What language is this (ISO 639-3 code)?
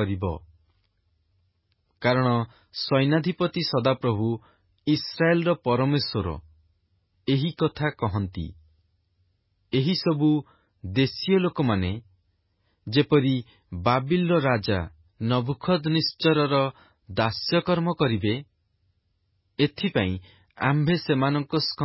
ori